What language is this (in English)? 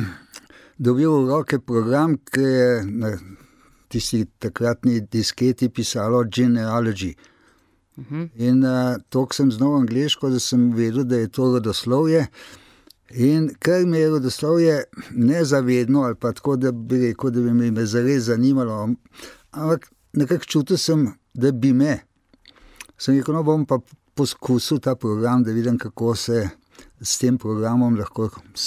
Slovenian